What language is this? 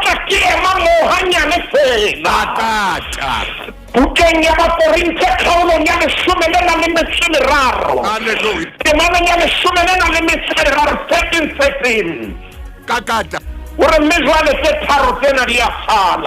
Southern Sotho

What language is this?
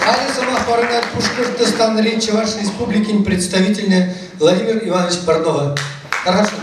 Chuvash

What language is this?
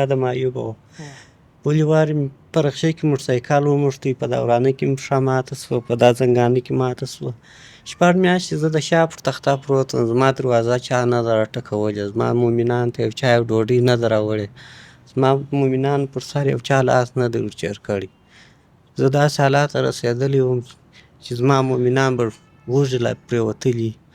Pashto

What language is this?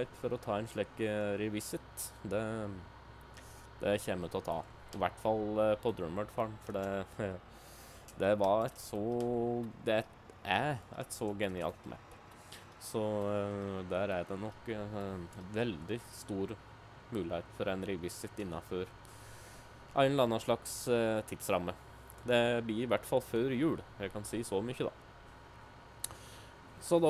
Norwegian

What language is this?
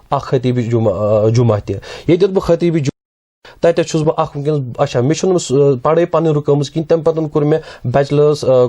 Kashmiri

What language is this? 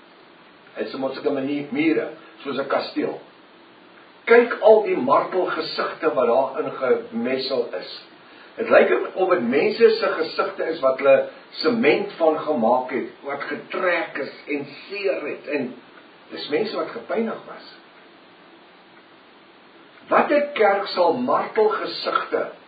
Afrikaans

